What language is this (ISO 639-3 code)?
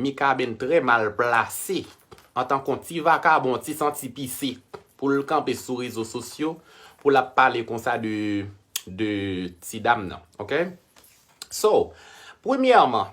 hat